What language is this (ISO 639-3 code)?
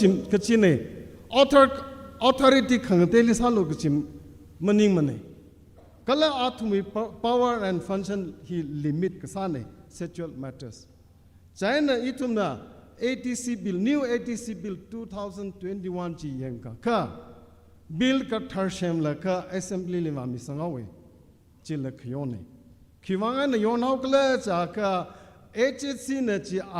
nmf